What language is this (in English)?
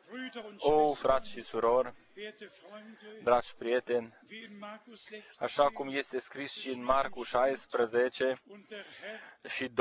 Romanian